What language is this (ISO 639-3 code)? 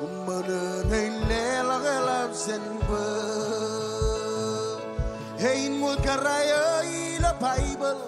mah